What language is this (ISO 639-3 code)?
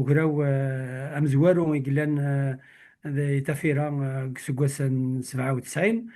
kab